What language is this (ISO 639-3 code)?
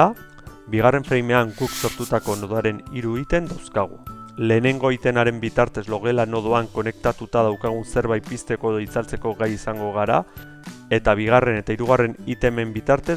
eus